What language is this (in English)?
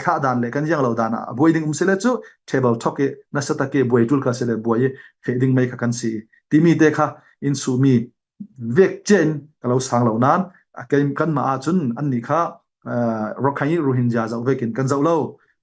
Falam Chin